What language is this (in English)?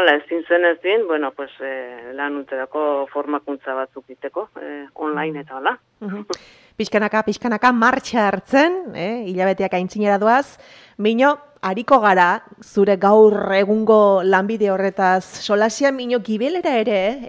Basque